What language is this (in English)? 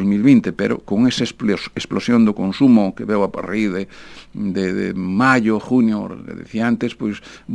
Galician